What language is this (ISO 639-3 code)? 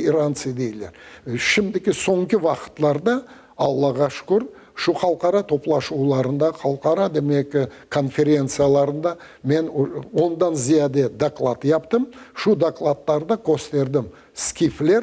crh